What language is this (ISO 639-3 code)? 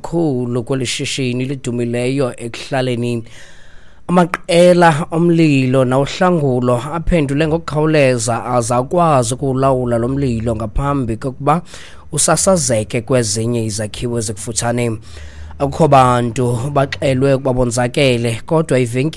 xho